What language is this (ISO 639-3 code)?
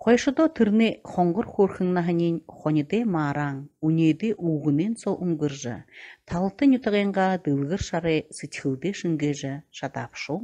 bua